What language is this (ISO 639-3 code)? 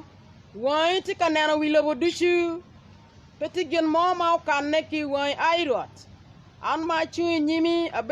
ach